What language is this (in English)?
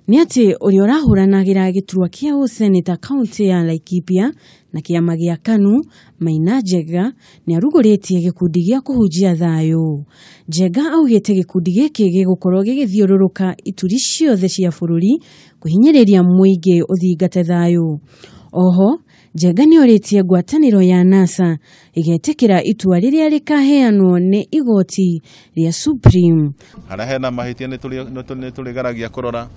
Kikuyu